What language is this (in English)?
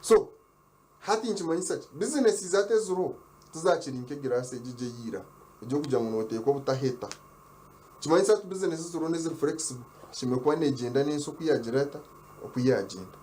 Nyankole